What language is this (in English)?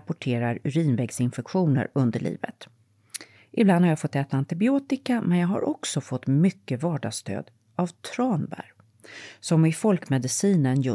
Swedish